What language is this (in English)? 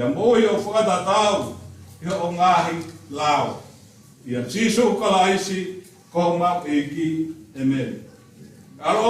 Tongan